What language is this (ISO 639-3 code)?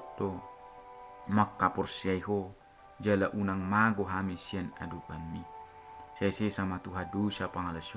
bbc